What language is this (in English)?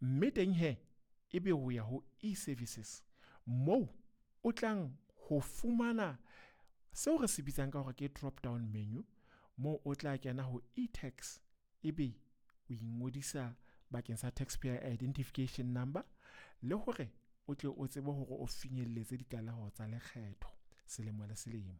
Southern Sotho